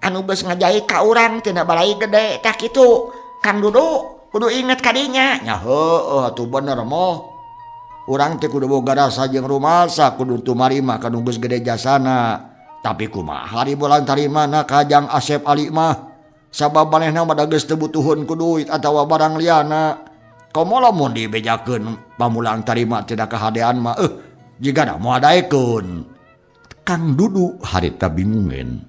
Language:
Sundanese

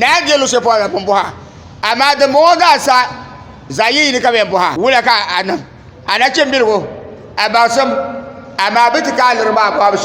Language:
Dagbani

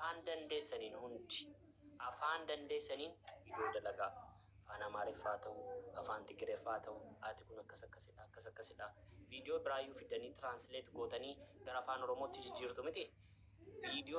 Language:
Oromo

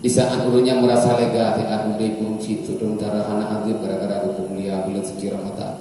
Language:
Achinese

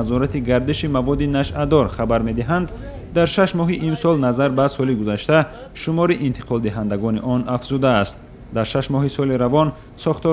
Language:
Tajik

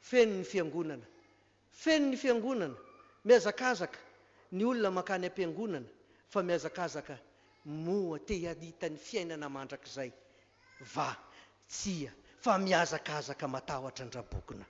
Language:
Malagasy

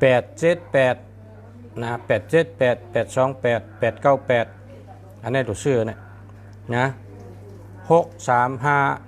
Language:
Shan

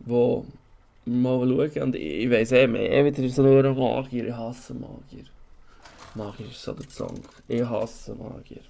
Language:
Swiss German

